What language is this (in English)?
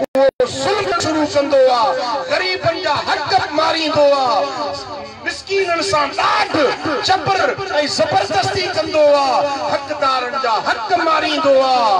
Sindhi